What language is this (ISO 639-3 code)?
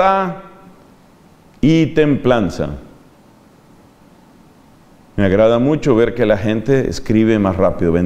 spa